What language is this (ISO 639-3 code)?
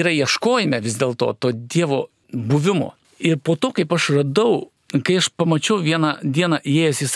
lit